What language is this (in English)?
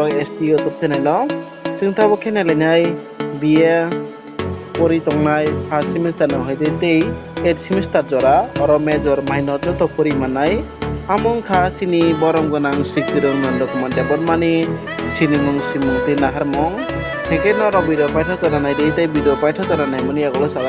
Kok Borok